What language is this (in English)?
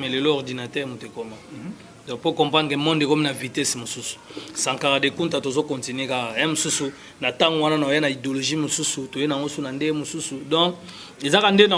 Lingala